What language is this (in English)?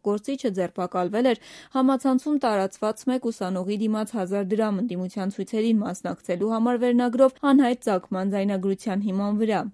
Armenian